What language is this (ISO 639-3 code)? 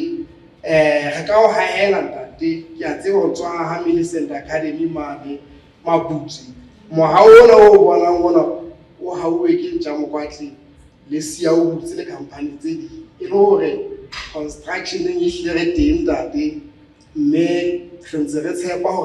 sot